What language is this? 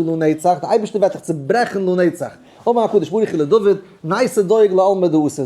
Yiddish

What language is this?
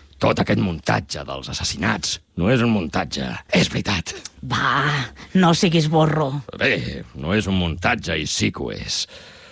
Catalan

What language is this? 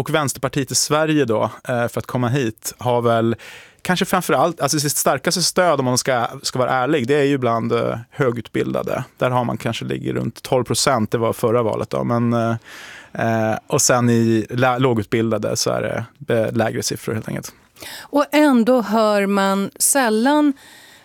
Swedish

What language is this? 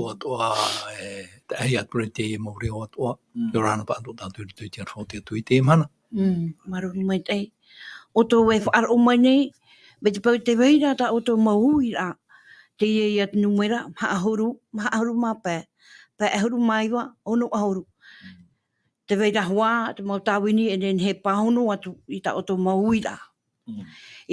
Tahitian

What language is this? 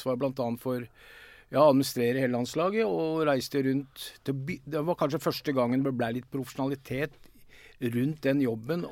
Norwegian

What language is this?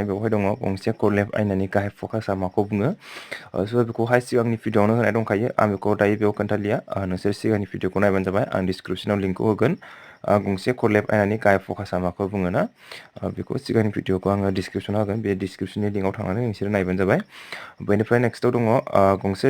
Bodo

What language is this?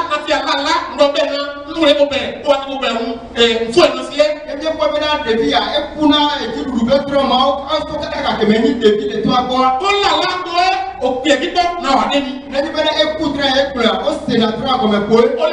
Ifè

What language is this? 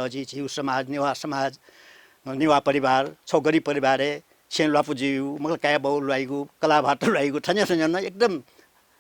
Newari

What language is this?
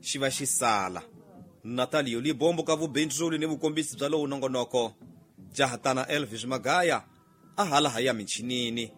Tsonga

